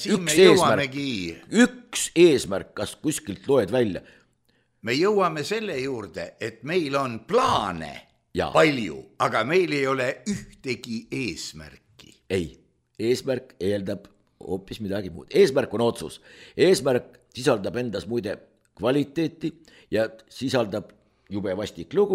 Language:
Estonian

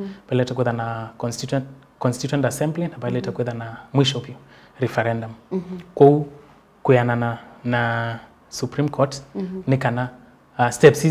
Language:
Kamba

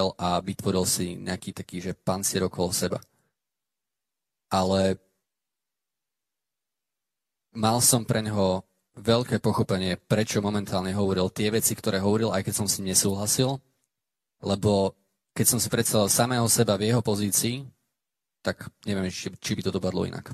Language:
Slovak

